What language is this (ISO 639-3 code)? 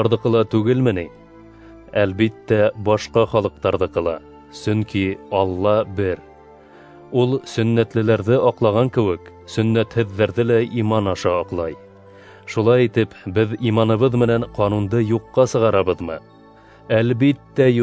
bak